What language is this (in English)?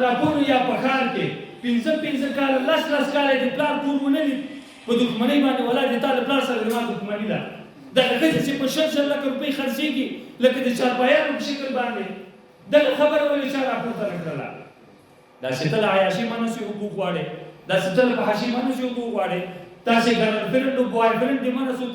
Pashto